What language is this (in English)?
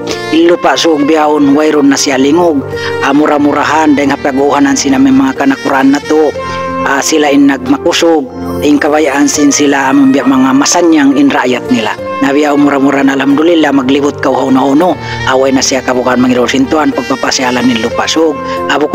Tausug